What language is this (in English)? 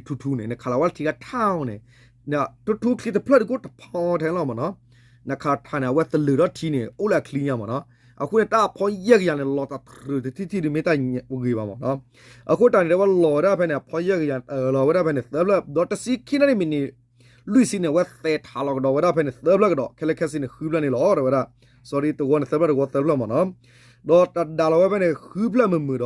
S'gaw Karen